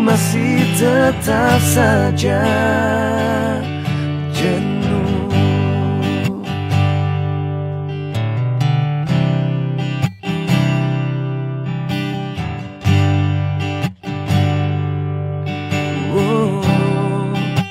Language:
Indonesian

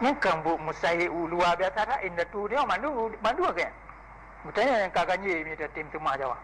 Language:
Achinese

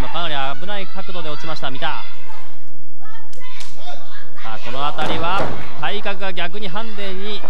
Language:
Japanese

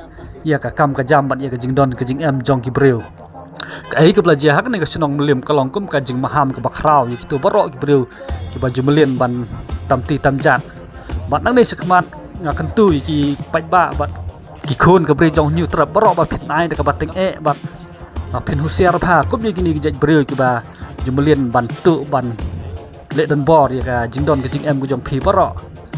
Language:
Khasi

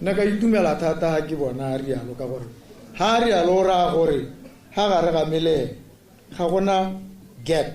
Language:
Tswana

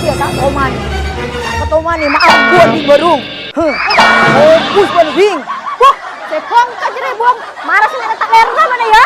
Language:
Madurese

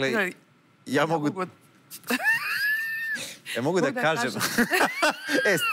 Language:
Serbian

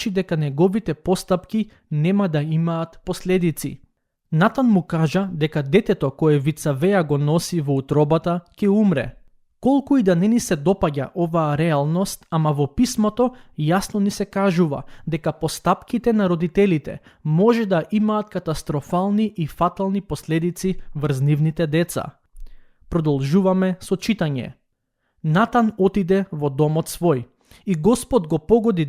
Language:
Macedonian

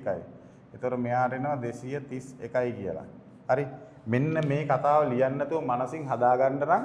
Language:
Sinhala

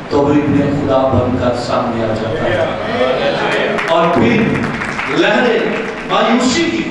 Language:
Urdu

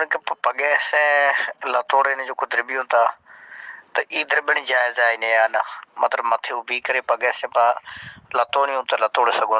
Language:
Sindhi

